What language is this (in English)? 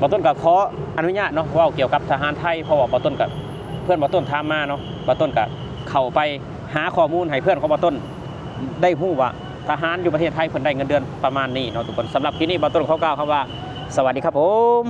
Lao